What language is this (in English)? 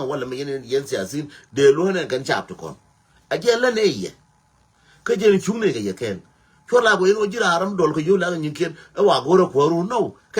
Nuer